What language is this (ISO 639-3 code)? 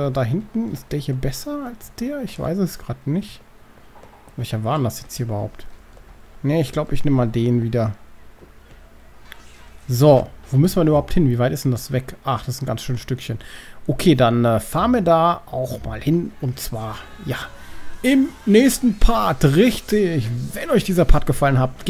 deu